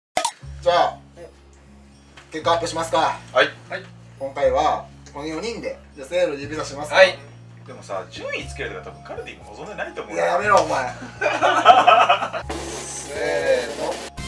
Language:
Japanese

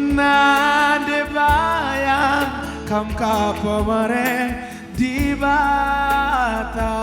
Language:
Batak Karo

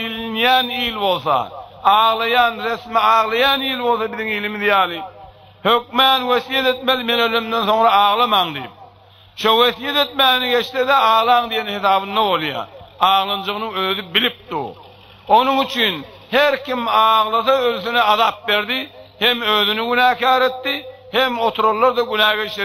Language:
Turkmen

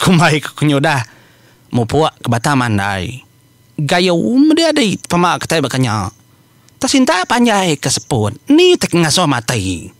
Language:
Iban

